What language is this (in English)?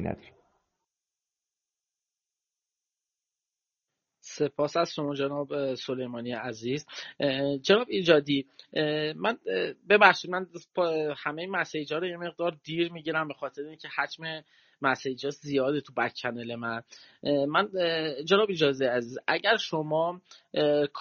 Persian